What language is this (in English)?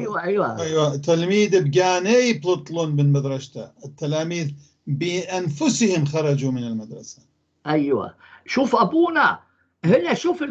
North Levantine Arabic